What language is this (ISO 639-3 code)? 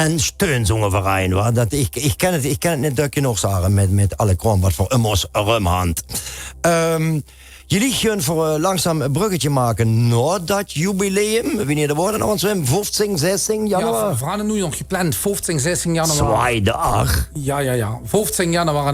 lim